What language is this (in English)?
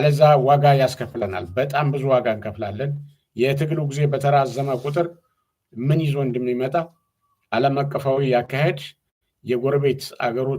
Amharic